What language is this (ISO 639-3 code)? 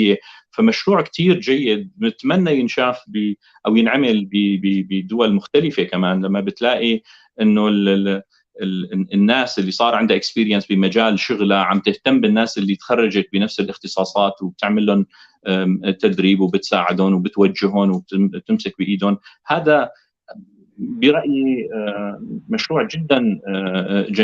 apc